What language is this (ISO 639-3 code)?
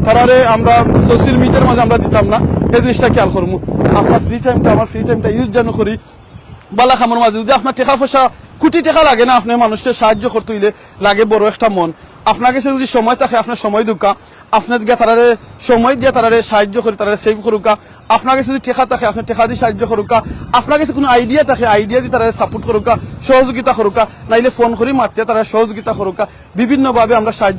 syl